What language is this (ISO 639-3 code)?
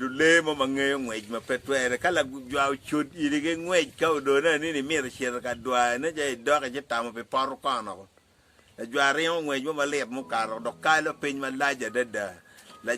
ach